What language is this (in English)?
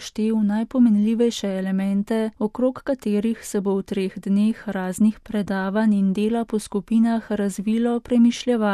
Slovenian